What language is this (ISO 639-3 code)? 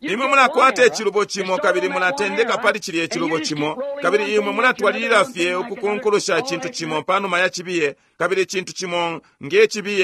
bem